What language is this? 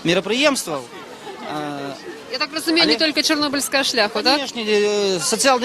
Belarusian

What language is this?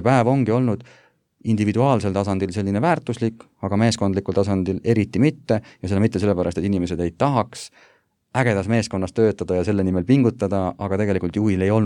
Estonian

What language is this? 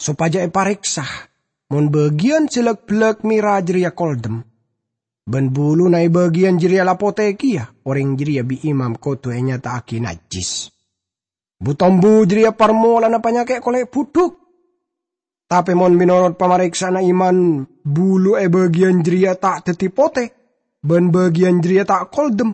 Madurese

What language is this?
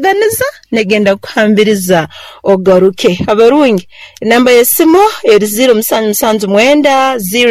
Nyoro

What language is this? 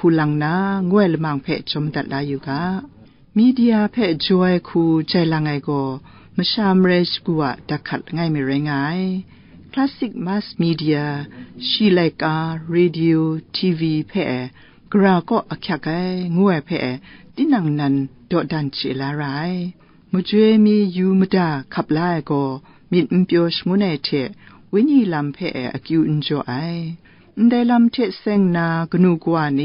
Kachin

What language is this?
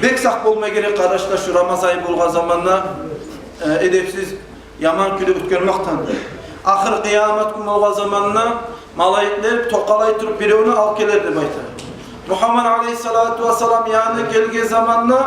Kumyk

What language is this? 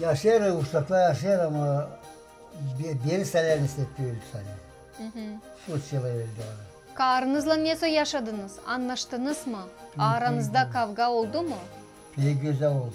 Gagauz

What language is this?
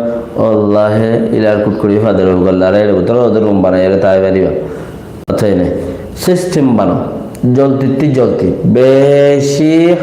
Rohingya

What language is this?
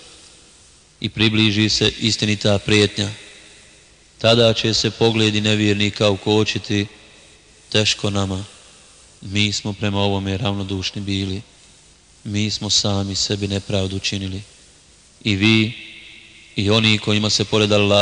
Bosnian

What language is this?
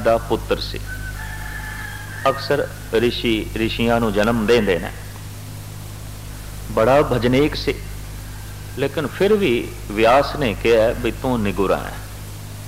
Punjabi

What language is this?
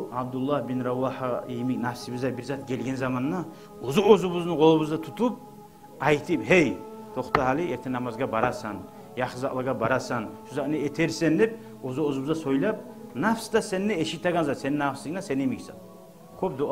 Kumyk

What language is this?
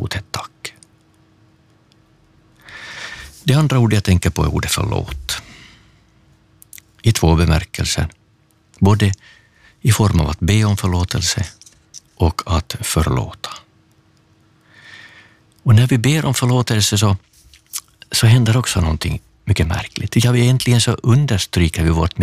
Swedish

